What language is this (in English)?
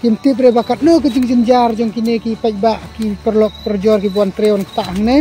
Khasi